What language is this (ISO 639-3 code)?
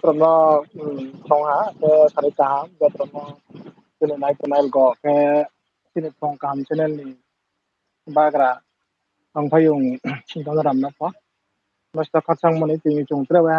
ria